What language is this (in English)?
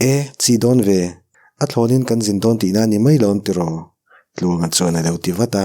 Mizo